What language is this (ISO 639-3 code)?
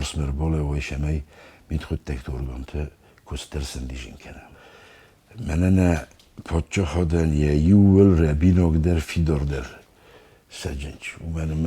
oss